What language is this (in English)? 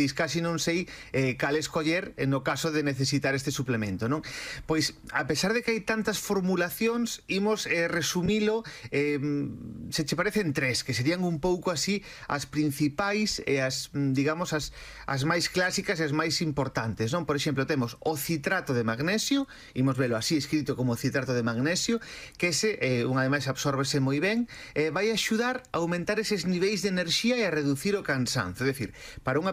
Galician